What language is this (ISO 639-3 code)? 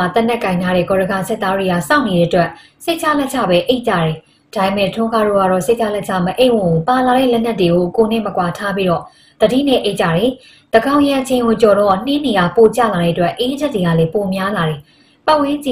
mya